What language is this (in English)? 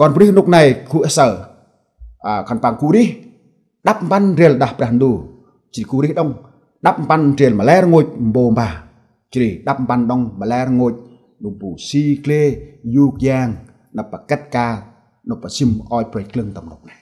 Central Mnong